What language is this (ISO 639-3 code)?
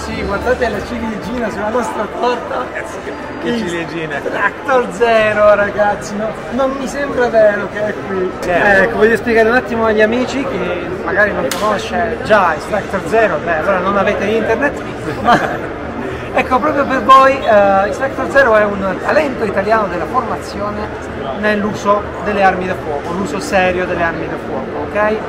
ita